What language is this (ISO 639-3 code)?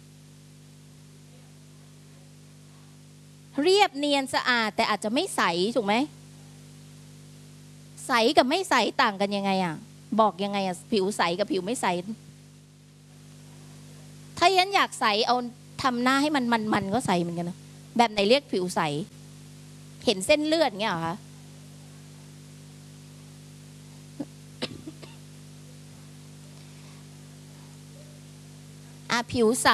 tha